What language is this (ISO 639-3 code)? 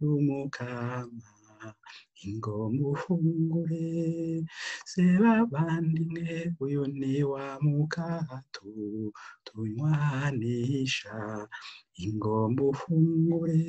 run